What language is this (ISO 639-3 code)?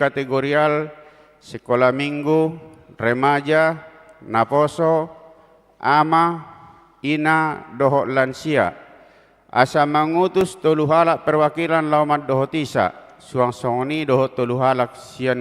bbc